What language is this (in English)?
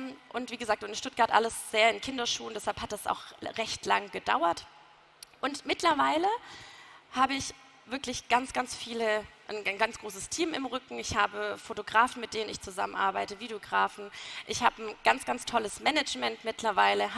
German